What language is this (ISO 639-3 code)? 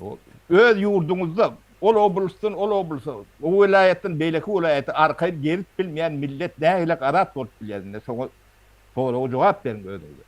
tuk